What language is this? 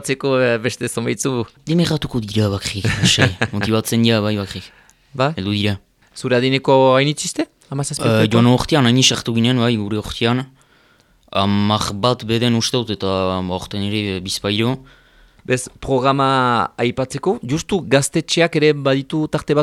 Basque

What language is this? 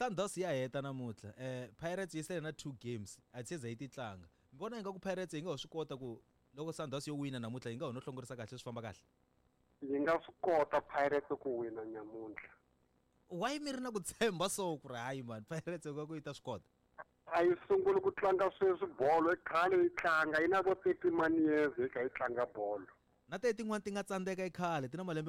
Tsonga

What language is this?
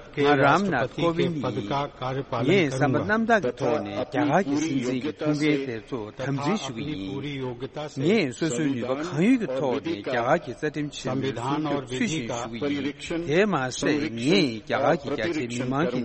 Tibetan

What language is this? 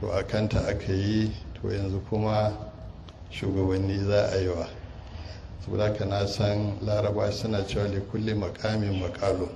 Hausa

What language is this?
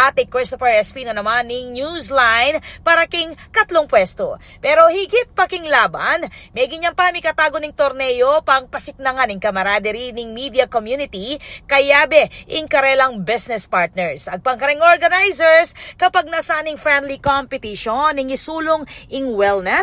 Pampanga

